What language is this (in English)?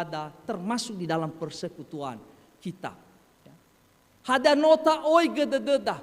Nias